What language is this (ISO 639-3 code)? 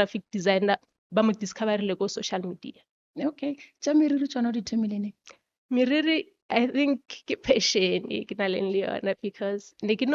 nso